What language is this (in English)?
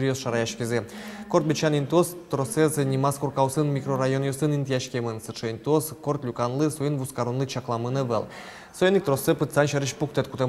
Udmurt